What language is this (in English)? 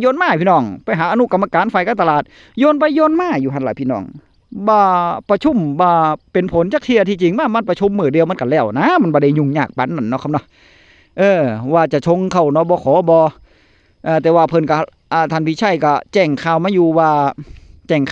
Northeastern Thai